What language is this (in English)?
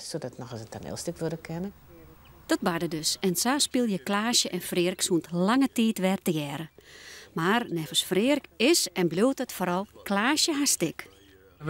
Western Frisian